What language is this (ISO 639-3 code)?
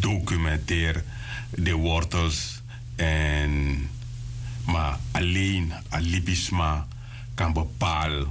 srn